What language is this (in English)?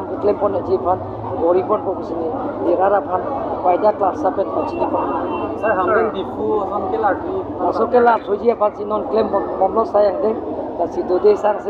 Karbi